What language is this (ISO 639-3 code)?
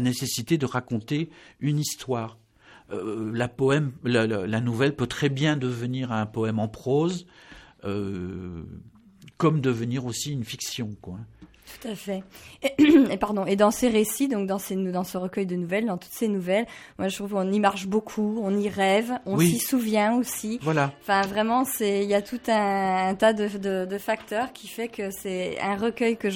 fra